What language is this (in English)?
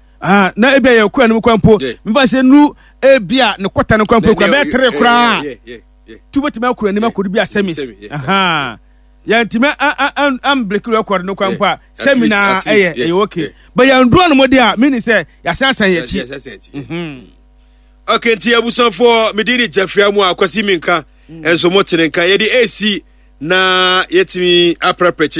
Akan